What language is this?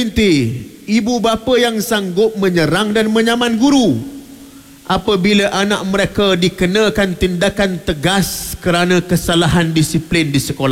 Malay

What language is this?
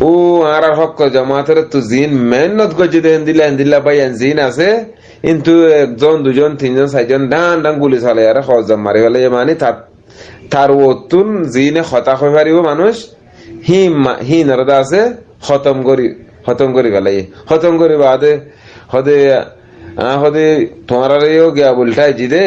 Rohingya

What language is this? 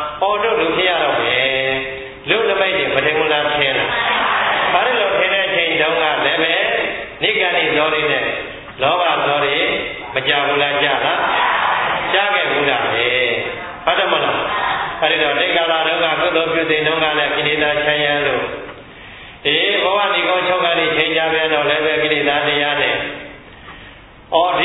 Burmese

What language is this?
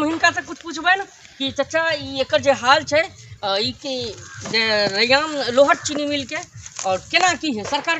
Maithili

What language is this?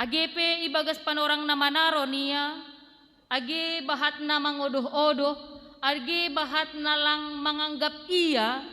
Batak Simalungun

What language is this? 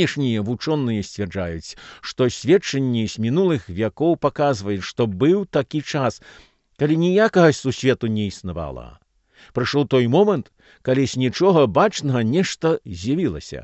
Belarusian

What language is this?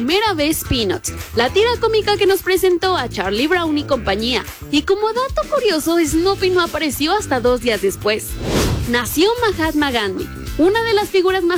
Spanish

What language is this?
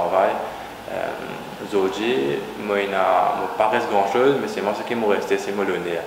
Morisyen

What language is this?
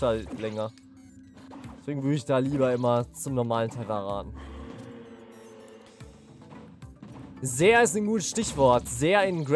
German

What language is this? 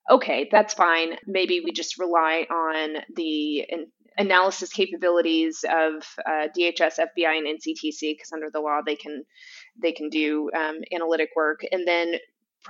English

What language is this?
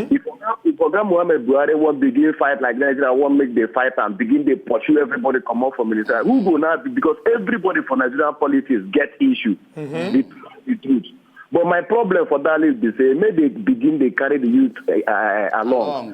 Nigerian Pidgin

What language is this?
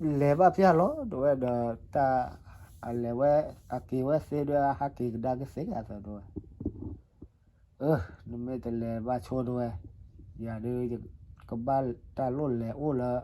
S'gaw Karen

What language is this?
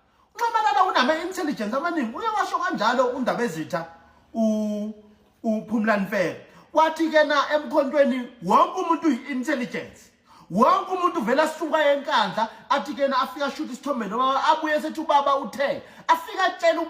Zulu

